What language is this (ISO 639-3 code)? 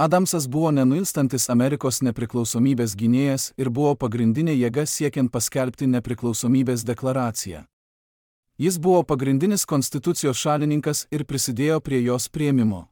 lit